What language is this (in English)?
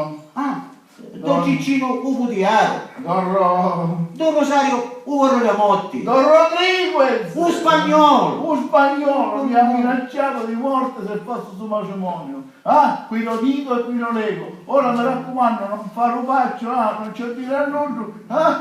Sicilian